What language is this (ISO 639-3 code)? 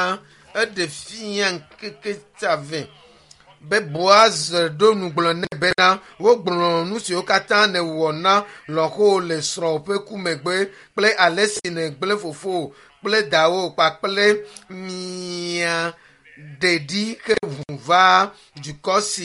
ewe